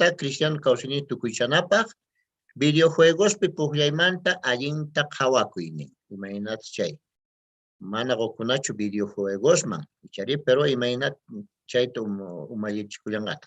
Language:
Quechua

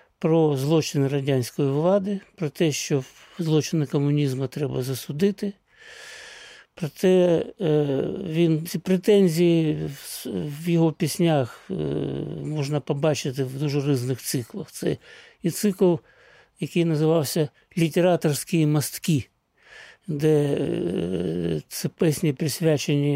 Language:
Ukrainian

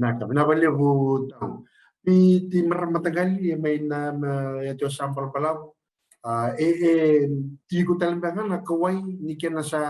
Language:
Fijian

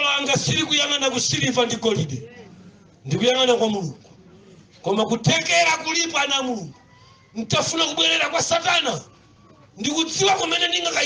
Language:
Nyanja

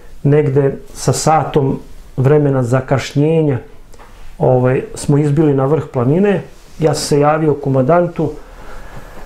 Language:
Serbian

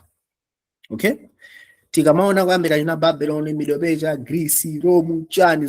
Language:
Nyanja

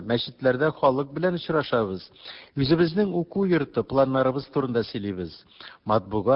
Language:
Tatar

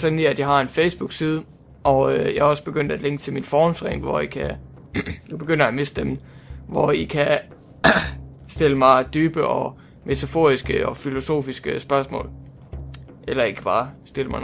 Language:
Danish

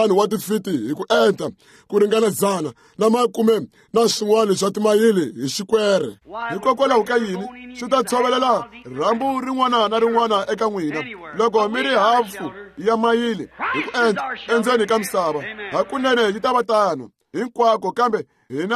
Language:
Tsonga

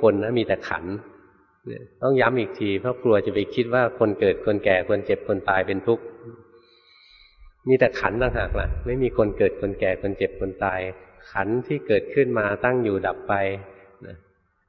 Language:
Thai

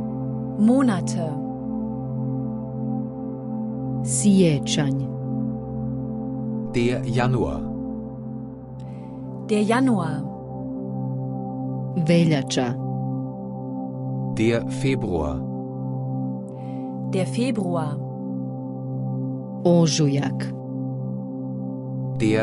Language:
German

